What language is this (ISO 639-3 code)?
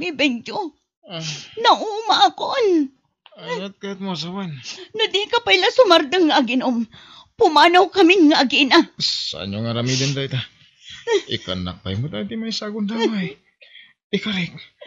ilo